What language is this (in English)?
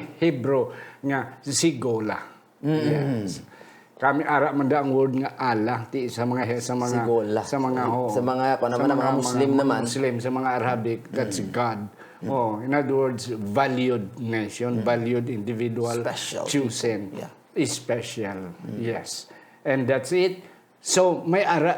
Hiligaynon